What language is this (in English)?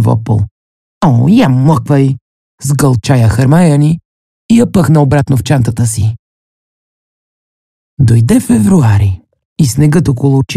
Bulgarian